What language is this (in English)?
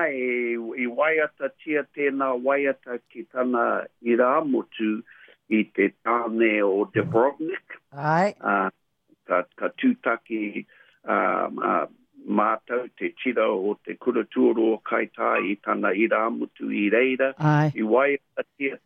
Māori